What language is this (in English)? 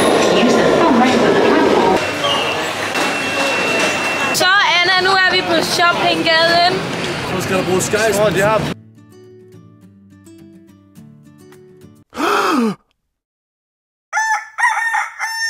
Danish